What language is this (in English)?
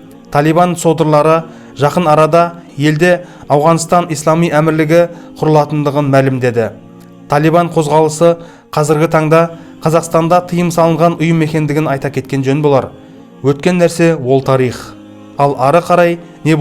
Kazakh